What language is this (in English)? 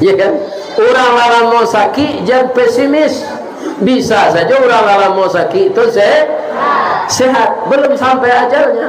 Minangkabau